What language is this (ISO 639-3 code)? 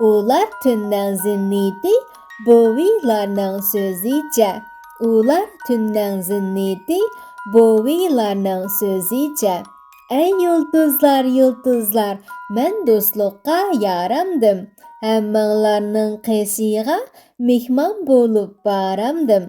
uig